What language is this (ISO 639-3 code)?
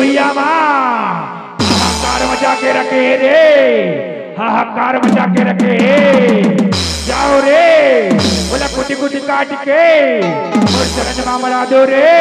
hne